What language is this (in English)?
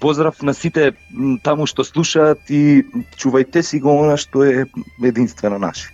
Macedonian